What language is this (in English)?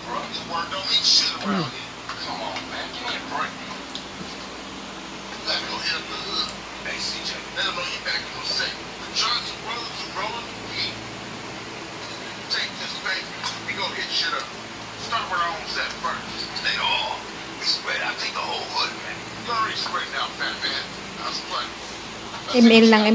Filipino